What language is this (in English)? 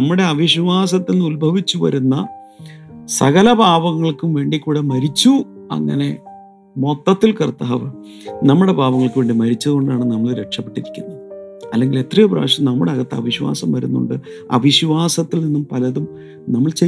Malayalam